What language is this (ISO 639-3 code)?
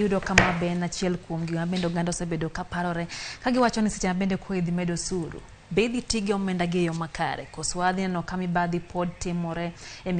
luo